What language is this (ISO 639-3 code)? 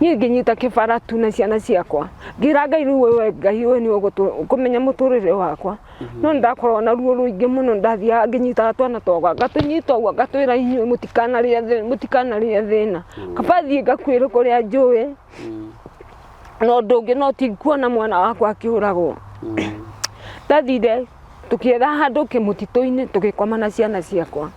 kik